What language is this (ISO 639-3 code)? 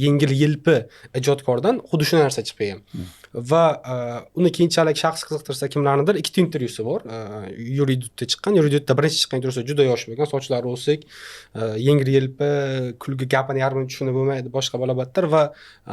uzb